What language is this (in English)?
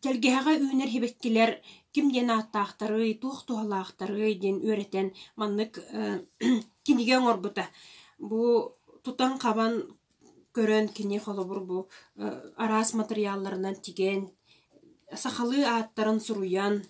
Yakut